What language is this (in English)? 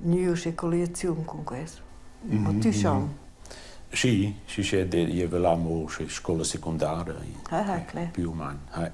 Romansh